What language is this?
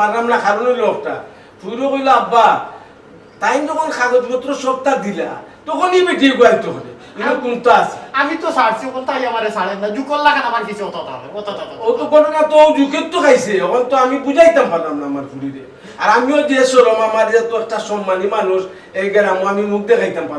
Sylheti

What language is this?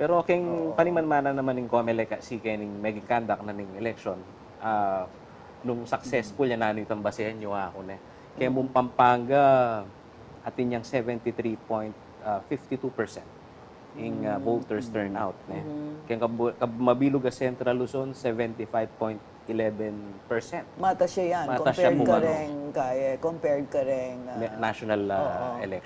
Pampanga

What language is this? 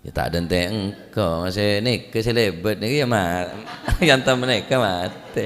Madurese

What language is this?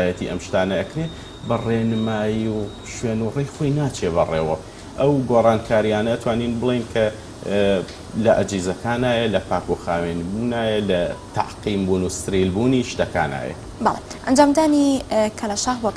Central Kurdish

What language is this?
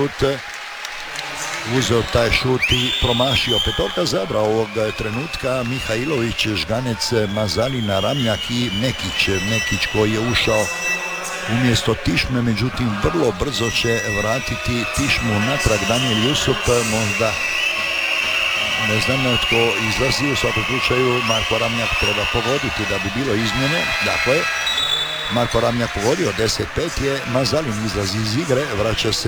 Croatian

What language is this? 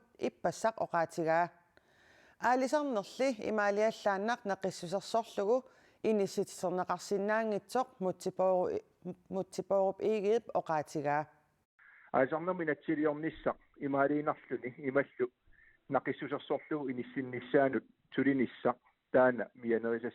Kalaallisut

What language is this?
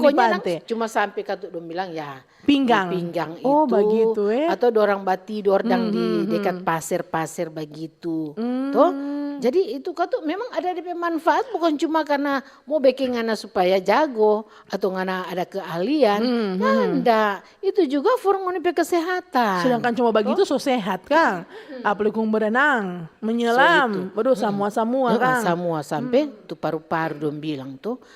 Manado Malay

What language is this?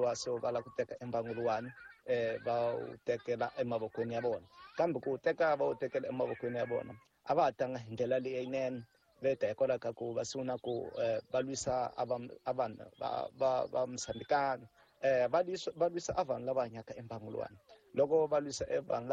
Tsonga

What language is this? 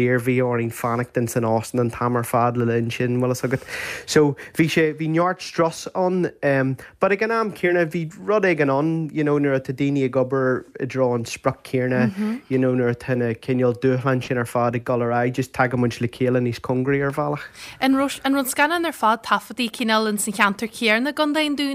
Irish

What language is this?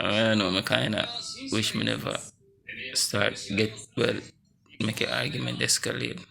Jamaican Creole English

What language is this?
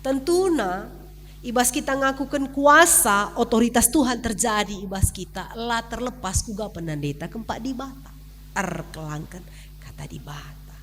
Batak Karo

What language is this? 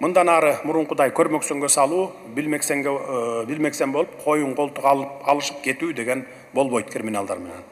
Kyrgyz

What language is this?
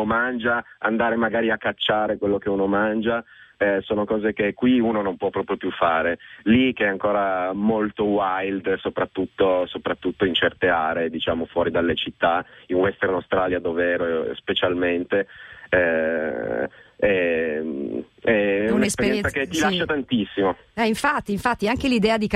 Italian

